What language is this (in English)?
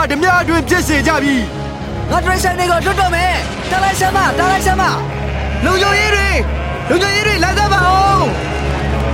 Burmese